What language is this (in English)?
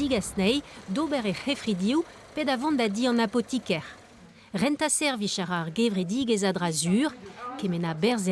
Breton